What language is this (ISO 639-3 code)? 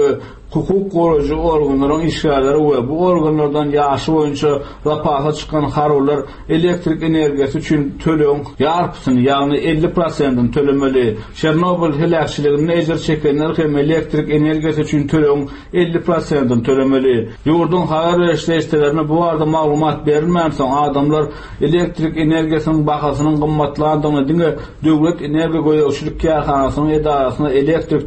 tuk